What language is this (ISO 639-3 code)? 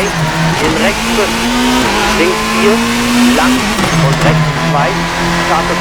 bar